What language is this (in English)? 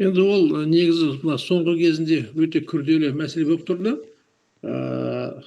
Kazakh